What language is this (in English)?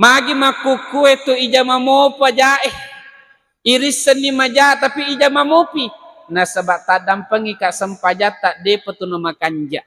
Buginese